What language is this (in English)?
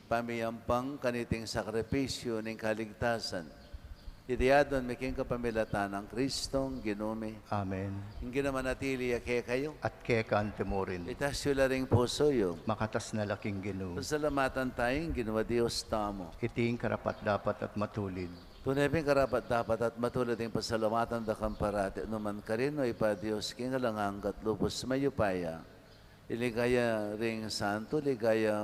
Pampanga